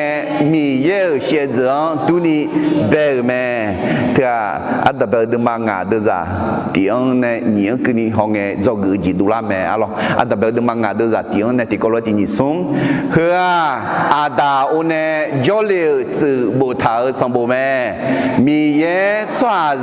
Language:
Akha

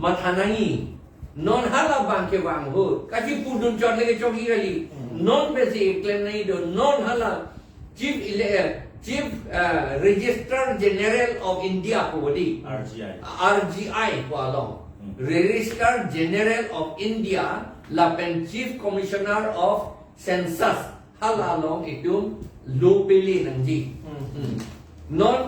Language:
Karbi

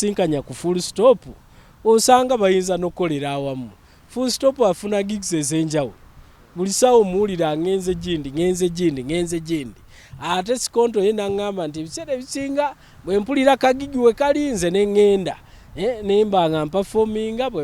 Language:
Ganda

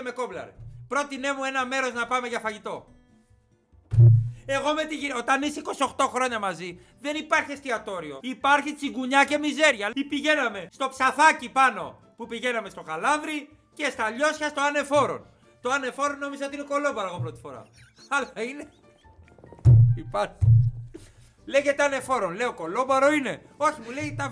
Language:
Greek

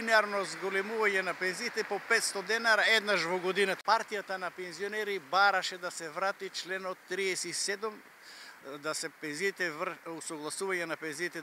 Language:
Macedonian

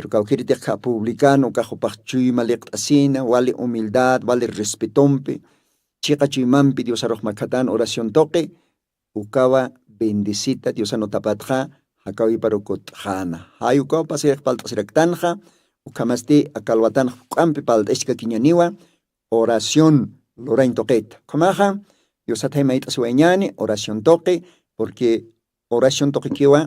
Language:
Aymara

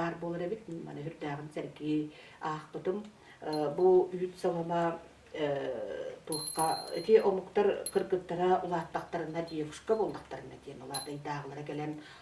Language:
Yakut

